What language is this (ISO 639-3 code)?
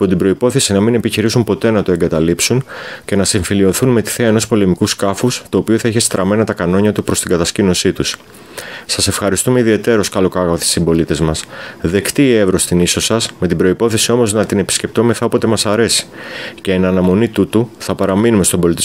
ell